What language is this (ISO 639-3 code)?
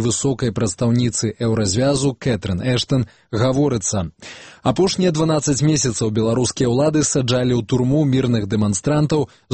bel